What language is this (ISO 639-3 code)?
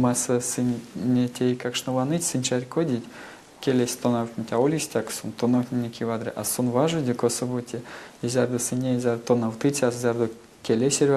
myv